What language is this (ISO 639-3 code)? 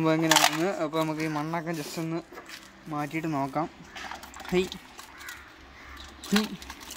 mal